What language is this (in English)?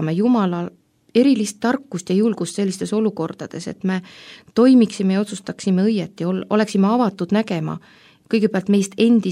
Estonian